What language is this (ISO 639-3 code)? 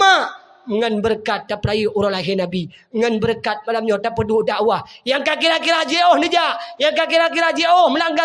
ace